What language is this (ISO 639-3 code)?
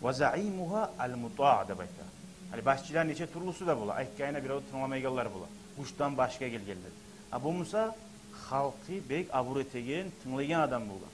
kum